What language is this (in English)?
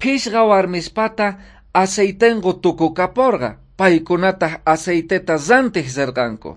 South Bolivian Quechua